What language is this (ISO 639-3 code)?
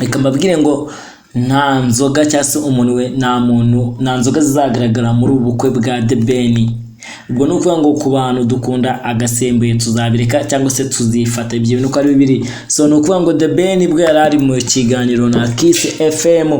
kin